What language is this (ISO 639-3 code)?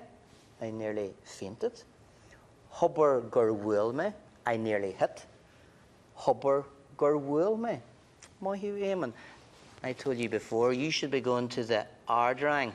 gle